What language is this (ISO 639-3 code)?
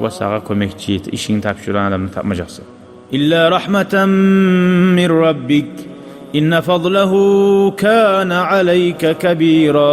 kum